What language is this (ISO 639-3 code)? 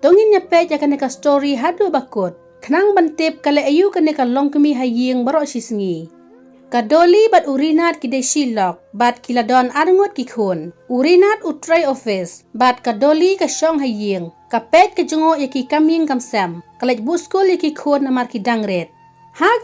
kha